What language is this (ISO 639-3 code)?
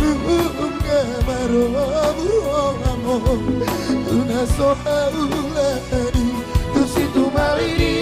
bbc